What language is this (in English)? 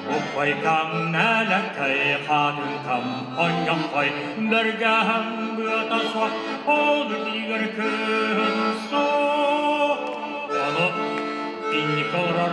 Yakut